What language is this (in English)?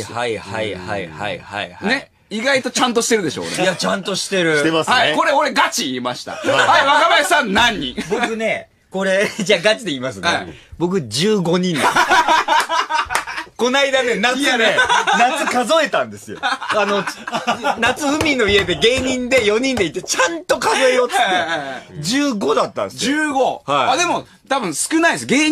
Japanese